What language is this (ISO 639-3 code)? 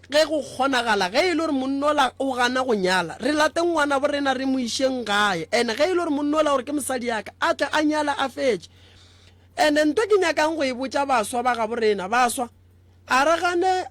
nso